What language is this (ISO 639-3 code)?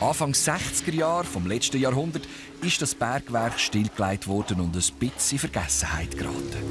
gsw